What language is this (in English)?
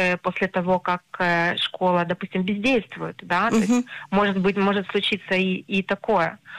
Russian